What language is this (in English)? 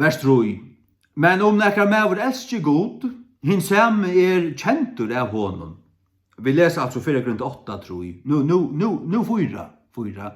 Faroese